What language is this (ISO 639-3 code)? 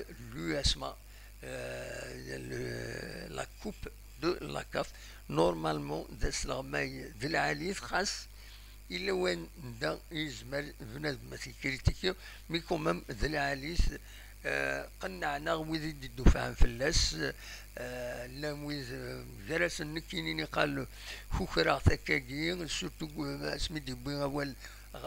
kab